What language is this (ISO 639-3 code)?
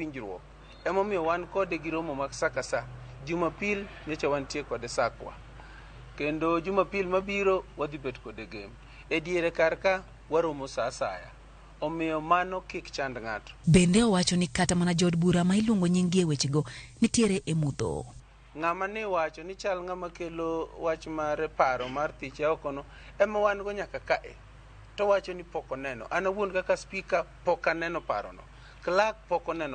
luo